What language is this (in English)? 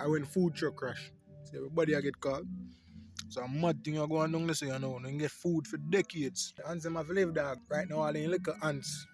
Jamaican Creole English